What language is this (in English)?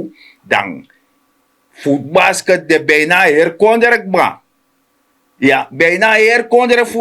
Sranan Tongo